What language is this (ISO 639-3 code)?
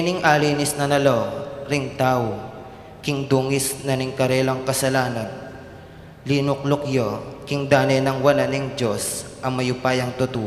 pam